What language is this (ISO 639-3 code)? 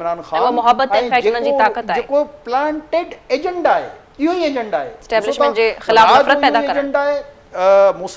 snd